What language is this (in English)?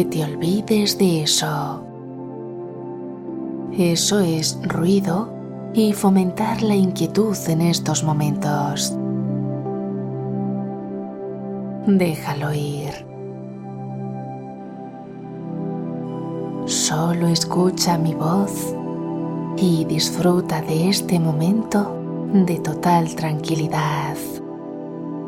Spanish